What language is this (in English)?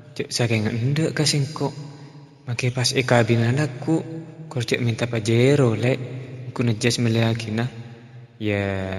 Madurese